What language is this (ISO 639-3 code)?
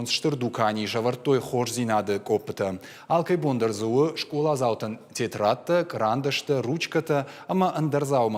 oss